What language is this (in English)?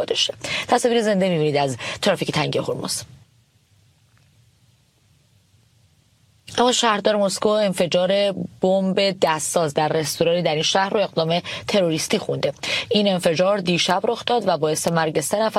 Persian